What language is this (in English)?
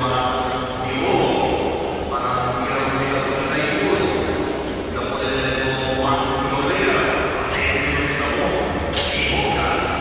Papiamento